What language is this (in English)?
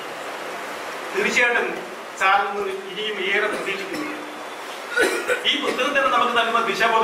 Malayalam